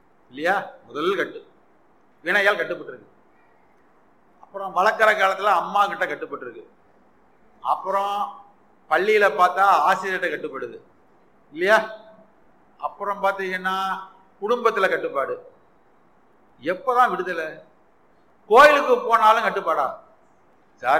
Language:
Tamil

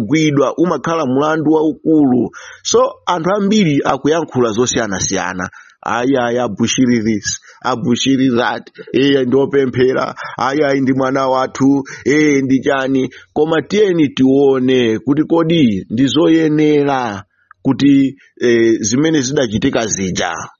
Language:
Nyanja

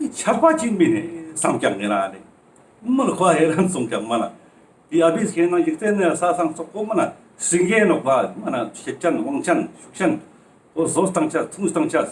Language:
Ladakhi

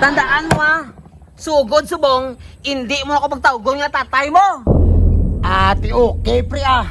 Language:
Hiligaynon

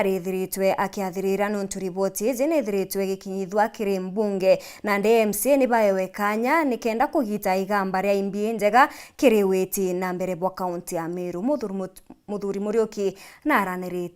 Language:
Meru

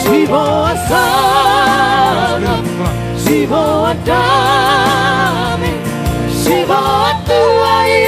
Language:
Batak Toba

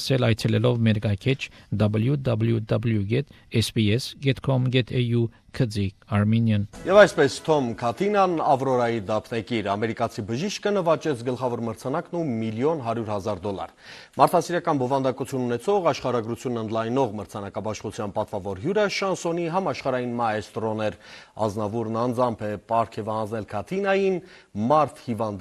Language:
Armenian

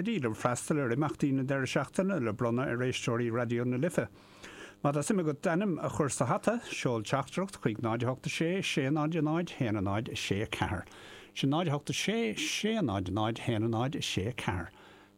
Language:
Irish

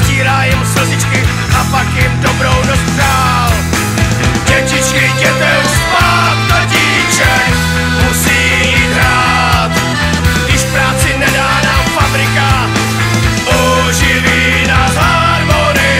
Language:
Czech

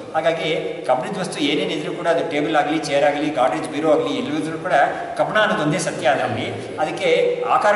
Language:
Kannada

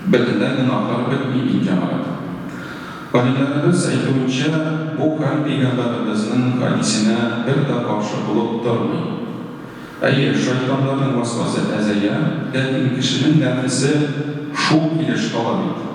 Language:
Tatar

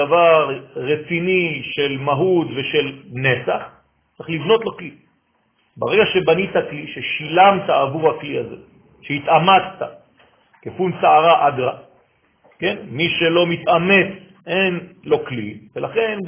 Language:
Hebrew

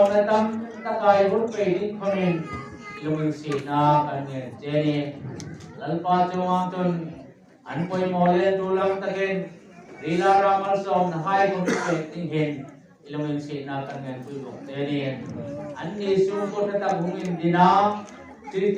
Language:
Hmar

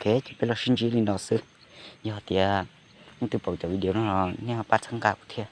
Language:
Hmong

